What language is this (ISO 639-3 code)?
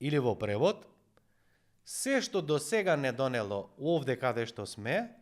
mkd